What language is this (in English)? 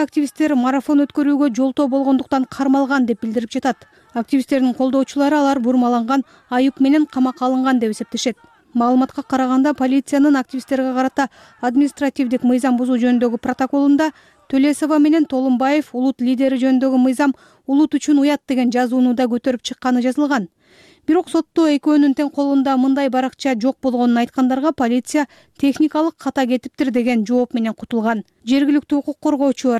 Kyrgyz